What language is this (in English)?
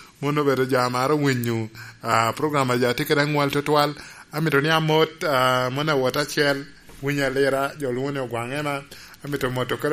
Lango (Uganda)